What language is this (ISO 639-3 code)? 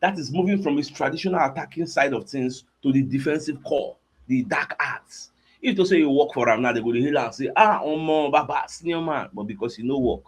pcm